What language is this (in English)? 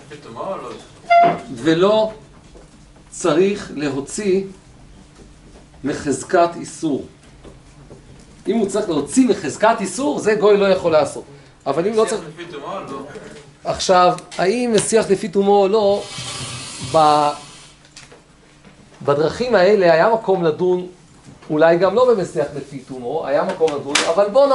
Hebrew